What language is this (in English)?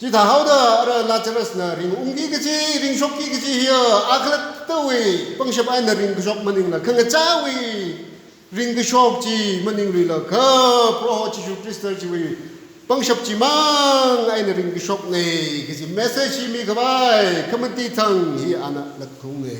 Tangkhul Naga (India)